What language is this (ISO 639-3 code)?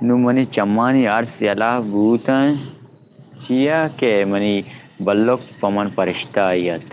bal